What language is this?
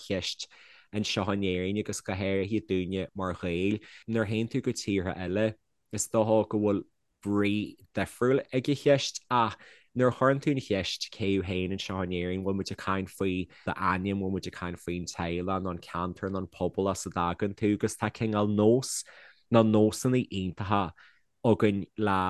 Irish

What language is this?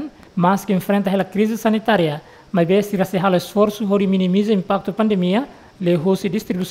Tetum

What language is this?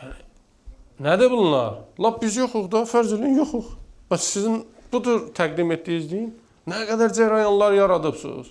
Azerbaijani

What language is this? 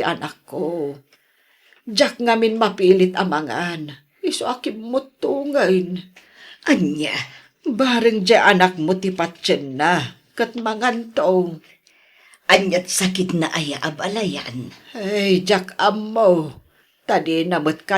Iloko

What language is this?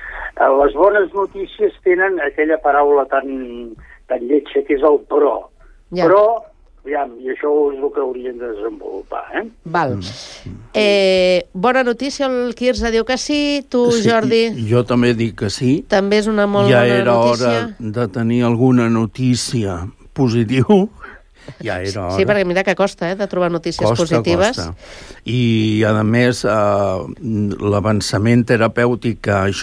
Catalan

